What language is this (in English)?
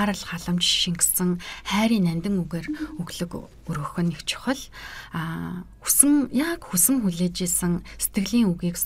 Mongolian